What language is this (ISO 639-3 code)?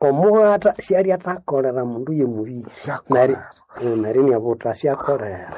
nnb